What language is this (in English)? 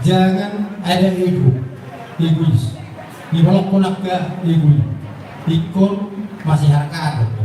Batak Toba